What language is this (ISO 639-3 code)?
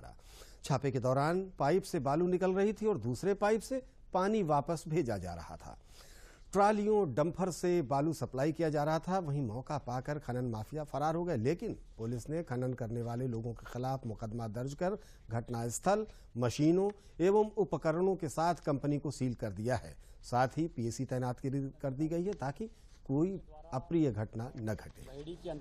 hin